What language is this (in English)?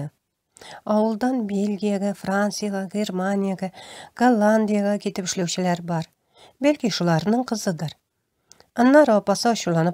Tatar